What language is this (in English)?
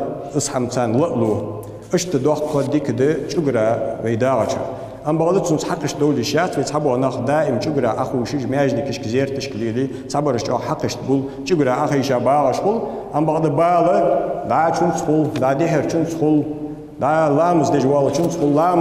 Ingush